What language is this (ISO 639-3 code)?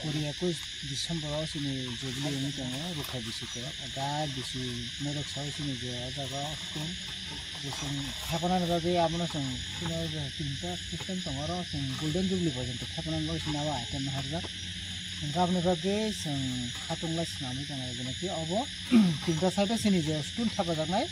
trp